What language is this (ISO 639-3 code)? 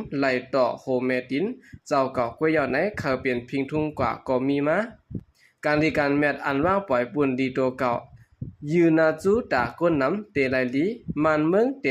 shn